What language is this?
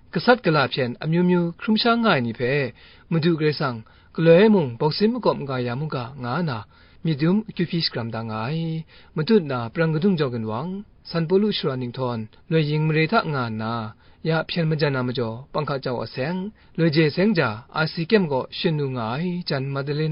Kachin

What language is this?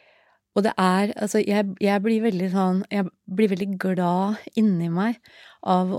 Norwegian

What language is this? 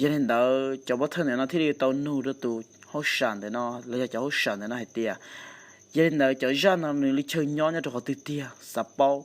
Hmong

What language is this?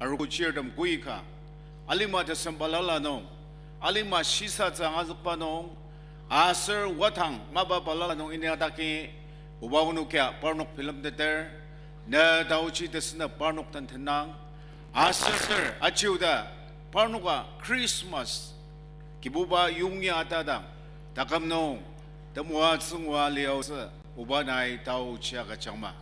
Ao Naga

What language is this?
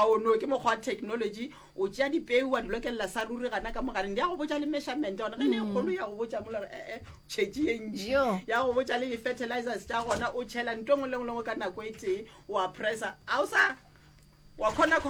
Northern Sotho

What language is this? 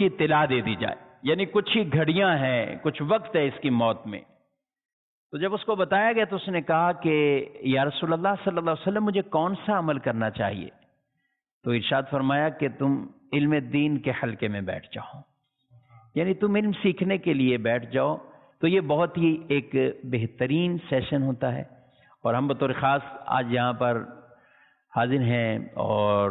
Urdu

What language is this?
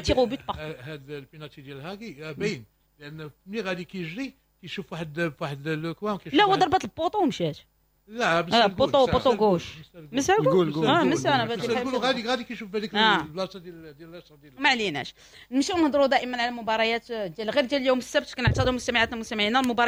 Moroccan Arabic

